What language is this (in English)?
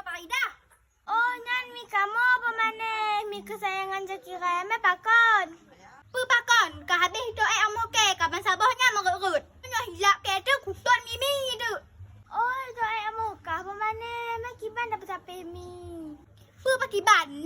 Achinese